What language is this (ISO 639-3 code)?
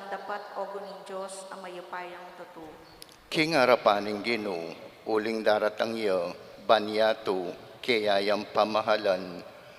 pam